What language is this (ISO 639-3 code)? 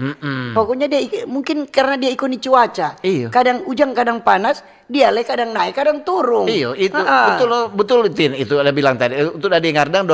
xmm